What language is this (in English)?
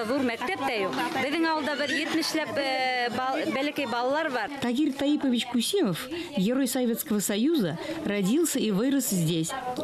Bashkir